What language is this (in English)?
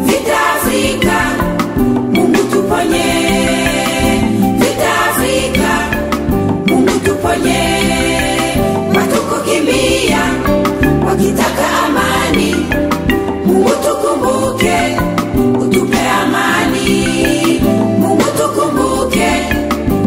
Swahili